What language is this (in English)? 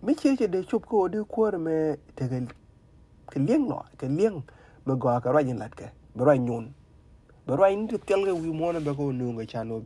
Nuer